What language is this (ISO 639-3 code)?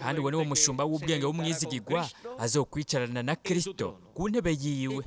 run